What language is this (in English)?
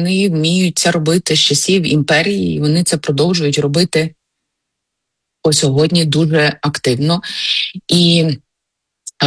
Ukrainian